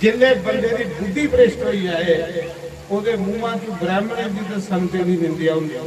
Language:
Dogri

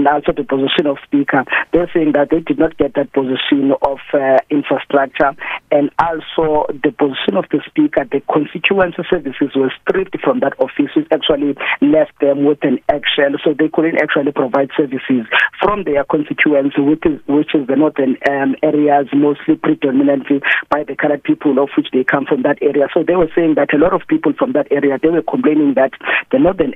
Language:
English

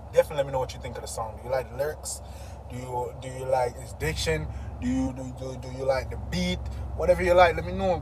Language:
Jamaican Creole English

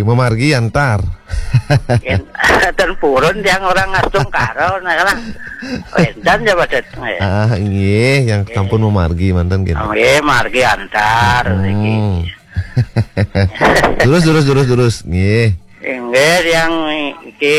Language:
Balinese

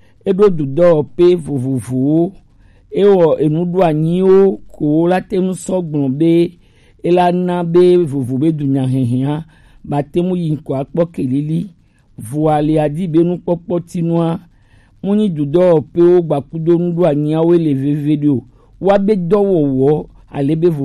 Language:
Gen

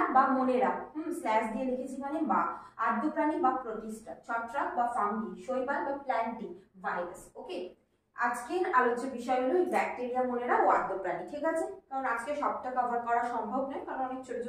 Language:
Bangla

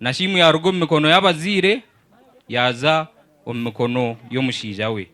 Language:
Nyankole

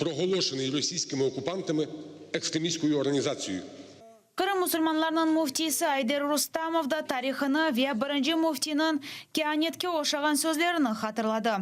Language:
Crimean Tatar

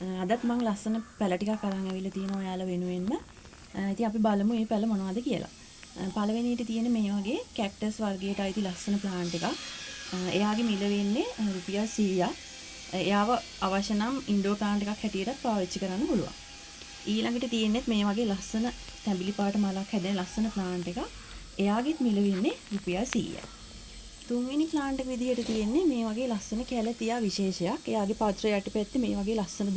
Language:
Sinhala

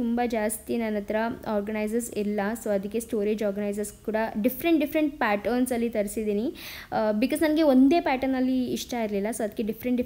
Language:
Kannada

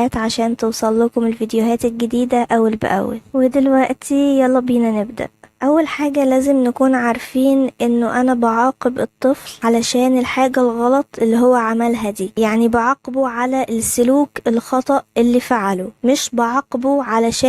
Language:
Egyptian Arabic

